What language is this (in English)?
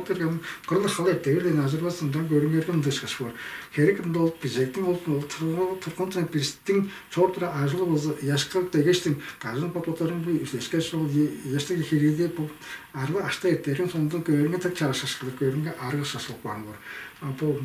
Tuvinian